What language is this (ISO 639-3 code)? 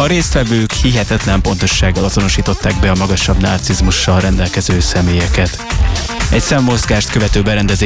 hun